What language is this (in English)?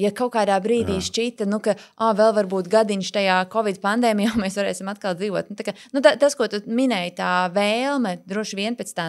Latvian